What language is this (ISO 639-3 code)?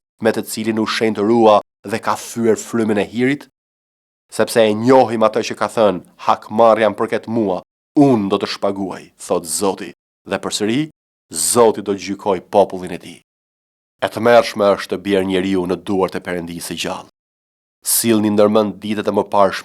sqi